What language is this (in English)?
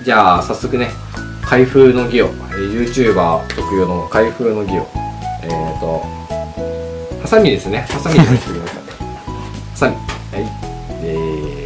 Japanese